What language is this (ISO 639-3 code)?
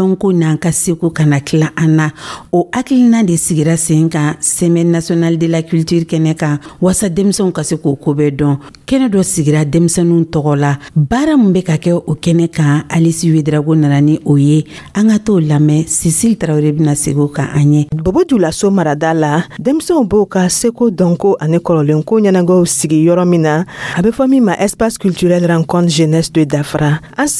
dyu